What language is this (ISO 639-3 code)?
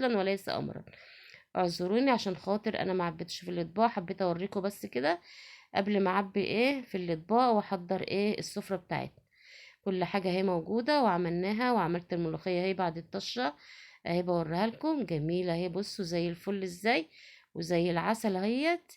arz